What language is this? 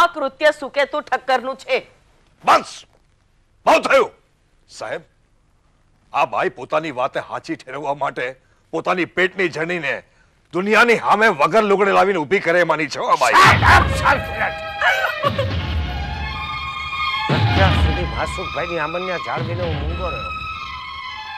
Gujarati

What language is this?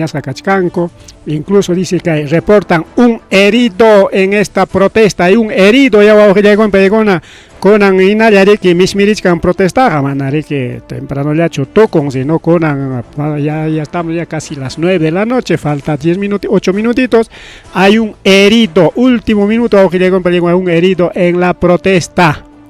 Ayacucho Quechua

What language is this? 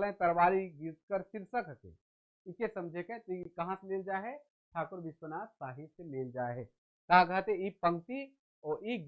Sadri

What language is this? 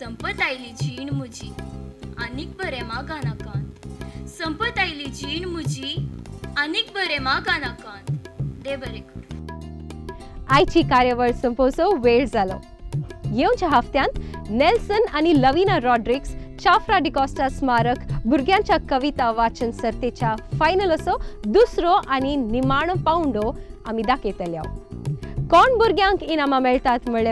Konkani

